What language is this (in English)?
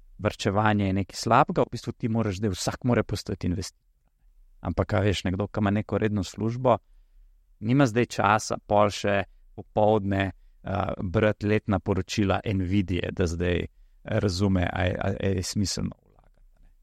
Slovenian